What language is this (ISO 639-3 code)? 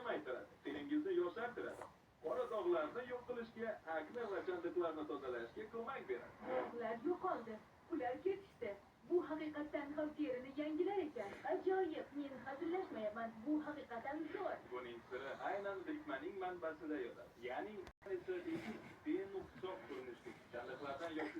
uzb